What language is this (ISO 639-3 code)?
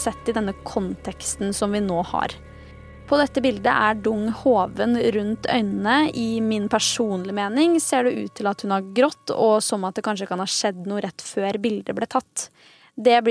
nor